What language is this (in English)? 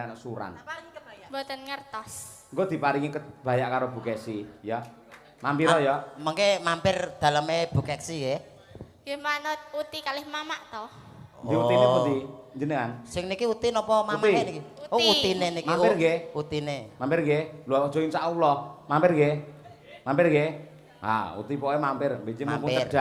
Javanese